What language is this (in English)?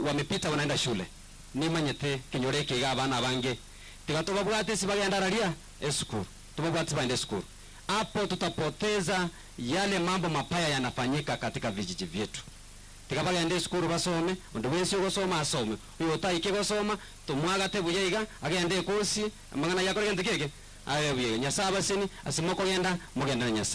Gusii